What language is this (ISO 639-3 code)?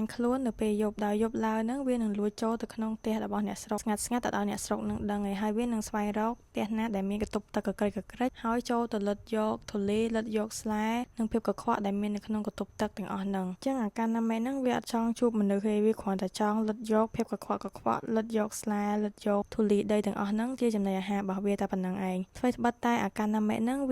khm